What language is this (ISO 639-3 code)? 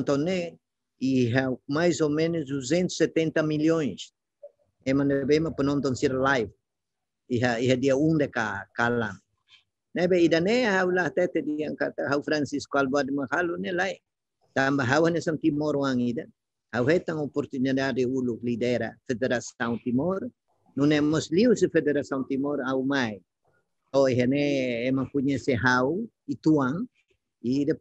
tet